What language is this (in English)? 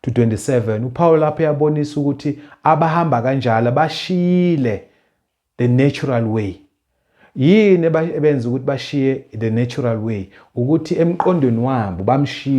Zulu